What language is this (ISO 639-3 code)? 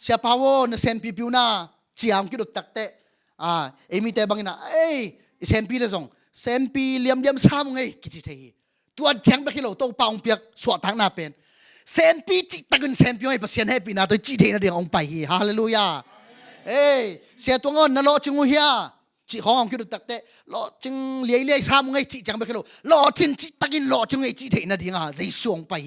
ctd